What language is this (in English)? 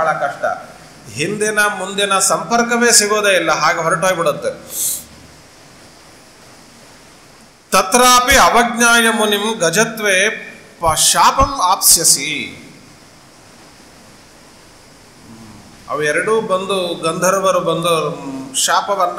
Kannada